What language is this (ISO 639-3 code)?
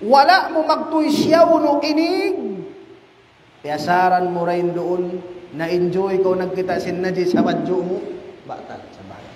tsg